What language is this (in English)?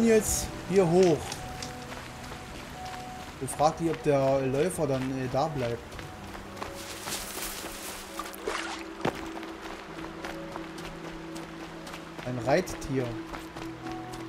German